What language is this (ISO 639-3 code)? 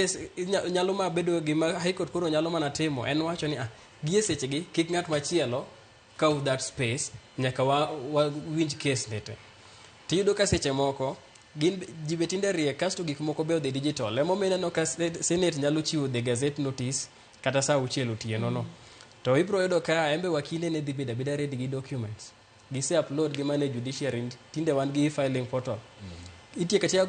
luo